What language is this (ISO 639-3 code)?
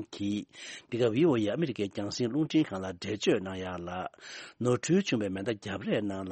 bod